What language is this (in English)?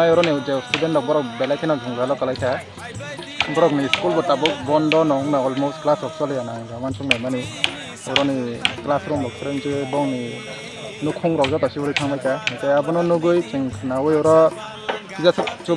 Kok Borok